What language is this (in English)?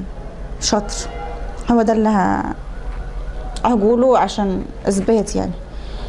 Egyptian Arabic